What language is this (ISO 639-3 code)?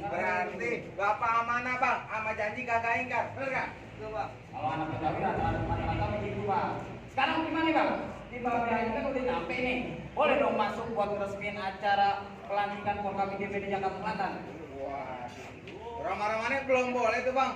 bew